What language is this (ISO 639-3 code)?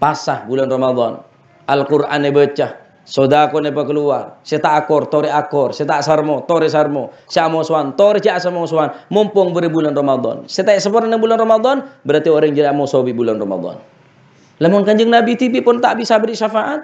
mad